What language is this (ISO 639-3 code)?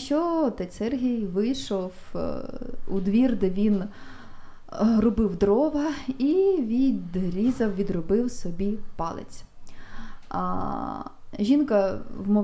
ukr